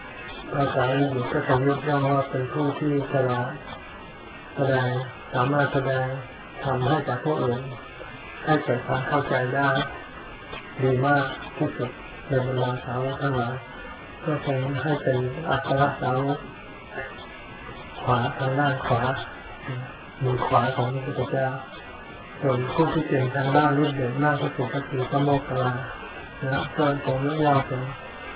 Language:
Thai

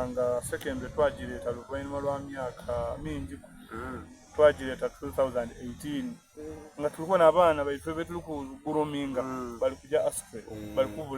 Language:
Soga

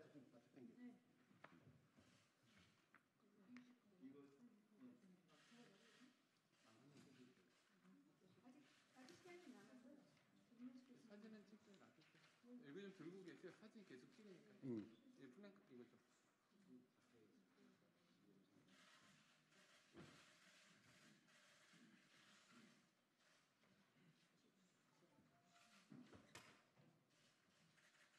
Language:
Korean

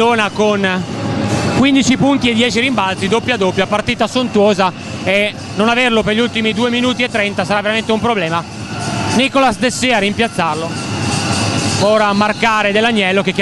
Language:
Italian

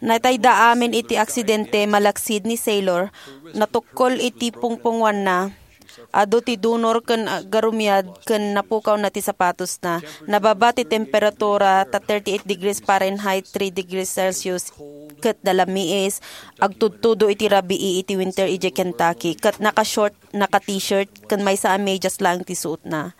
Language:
Iloko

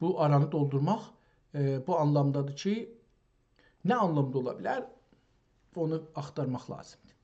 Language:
South Azerbaijani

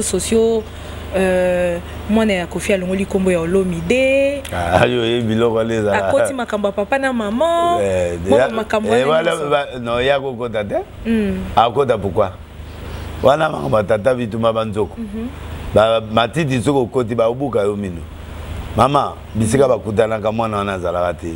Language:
Lingala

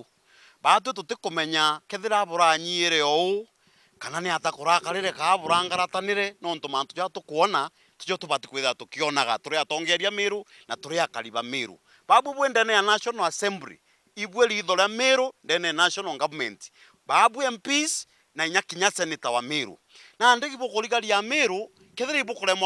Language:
Meru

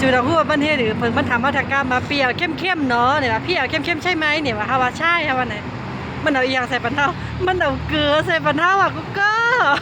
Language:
Shan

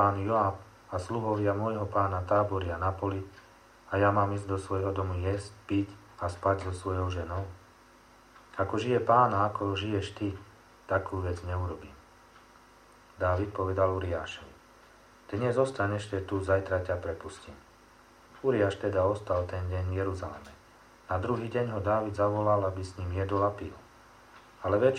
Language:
Slovak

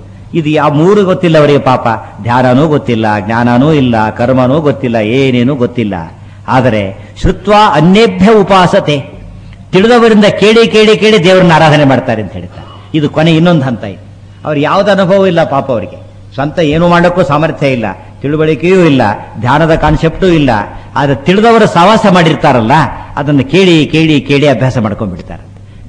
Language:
Kannada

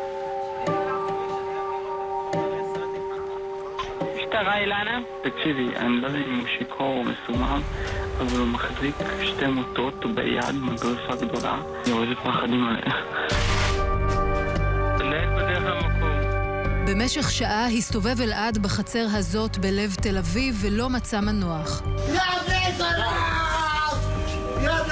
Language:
Hebrew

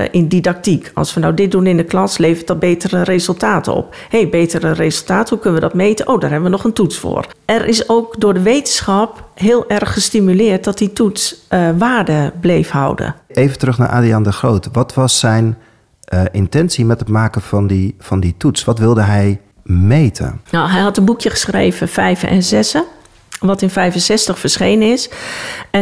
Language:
Dutch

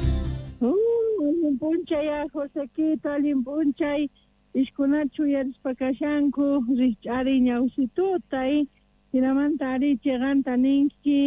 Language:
Quechua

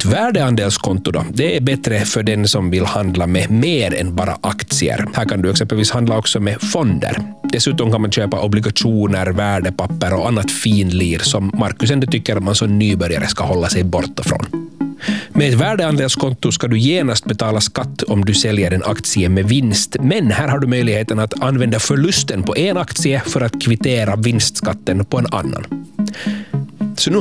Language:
Swedish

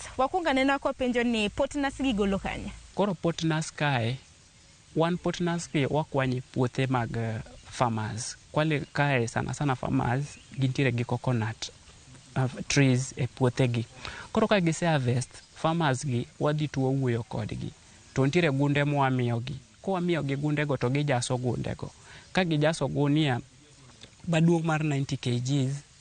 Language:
Luo (Kenya and Tanzania)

